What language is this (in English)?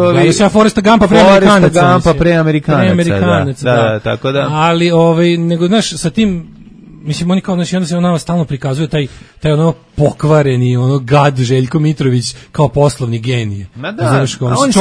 Serbian